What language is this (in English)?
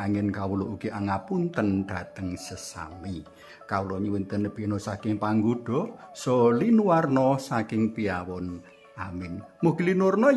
Javanese